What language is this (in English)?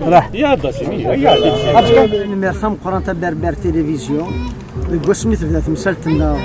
Kabyle